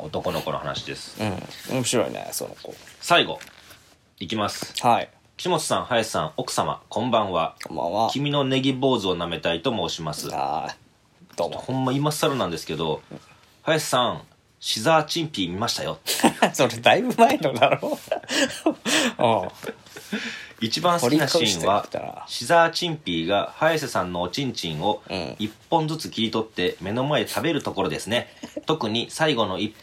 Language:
Japanese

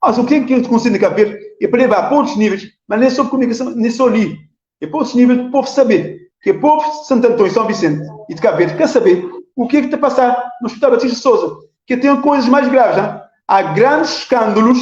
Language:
Kabuverdianu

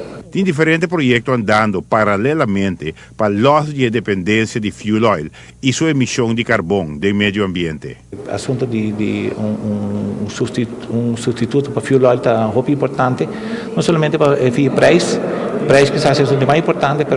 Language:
Papiamento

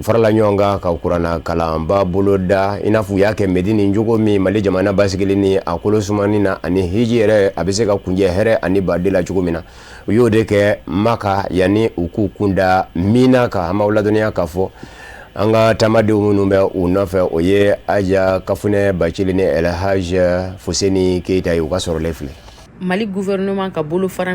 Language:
Bambara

